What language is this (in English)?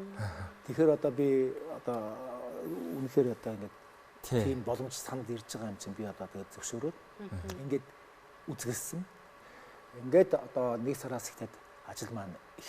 Mongolian